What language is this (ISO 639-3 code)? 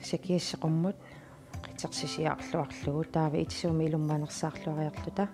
kal